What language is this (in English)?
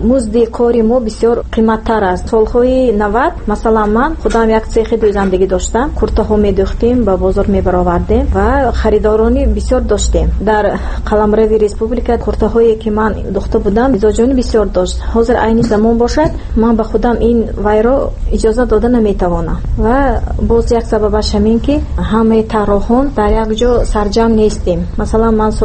Tajik